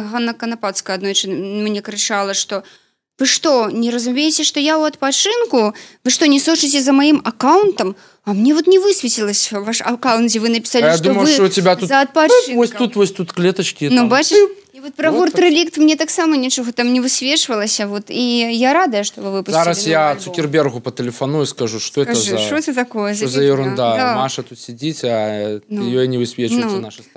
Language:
Belarusian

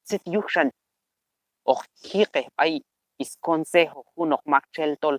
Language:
Q'anjob'al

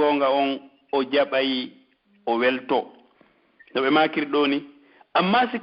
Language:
Pular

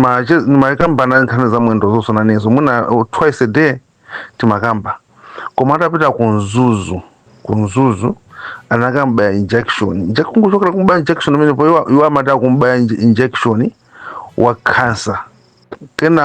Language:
Nyanja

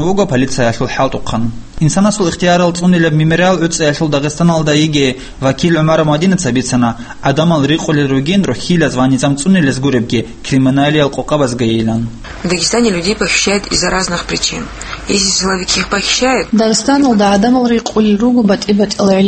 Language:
Avaric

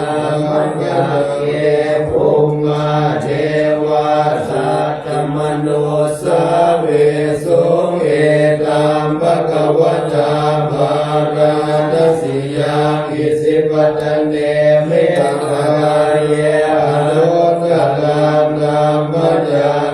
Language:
Pali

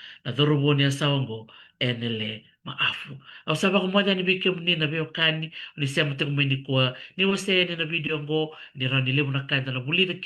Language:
Fijian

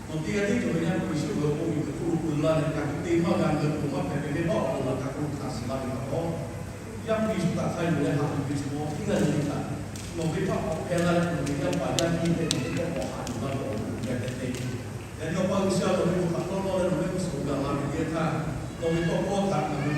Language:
Lahu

